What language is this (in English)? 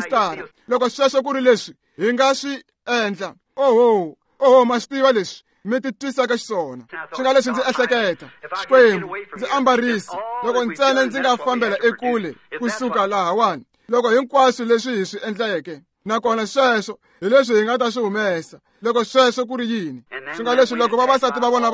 Tsonga